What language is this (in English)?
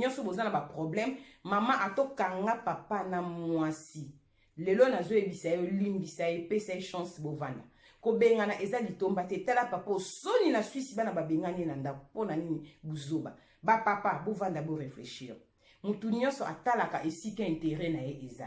Lingala